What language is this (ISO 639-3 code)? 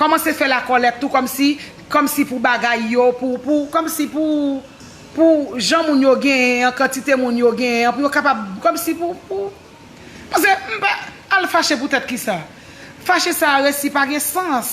hat